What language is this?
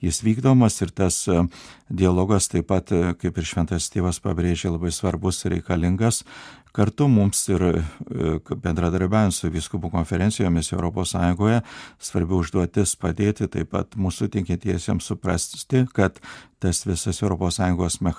Lithuanian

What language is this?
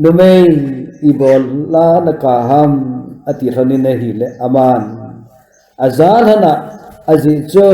Thado Chin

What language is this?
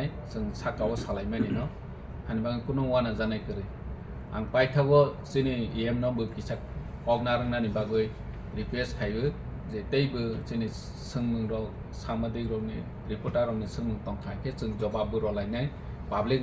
Kok Borok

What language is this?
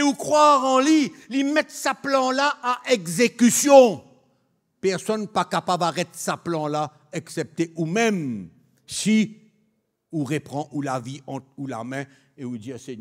Morisyen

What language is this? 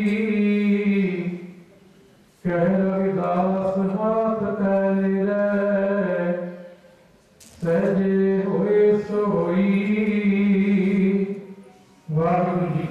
Punjabi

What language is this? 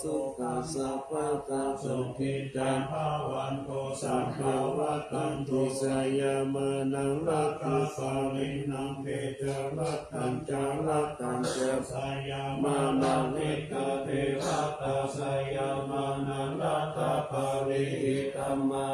Pali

